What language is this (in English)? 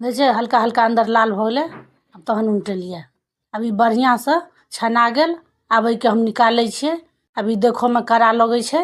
Maithili